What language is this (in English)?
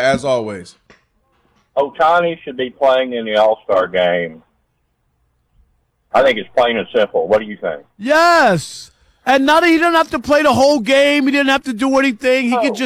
English